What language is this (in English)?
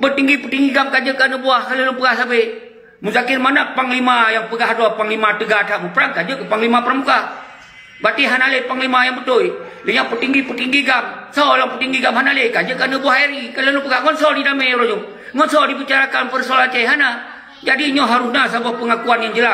Achinese